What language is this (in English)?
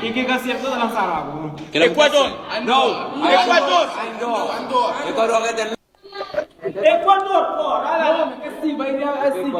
Kabuverdianu